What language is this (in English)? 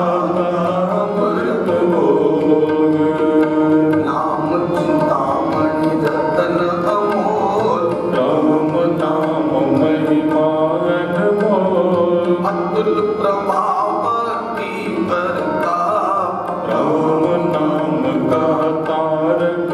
Hindi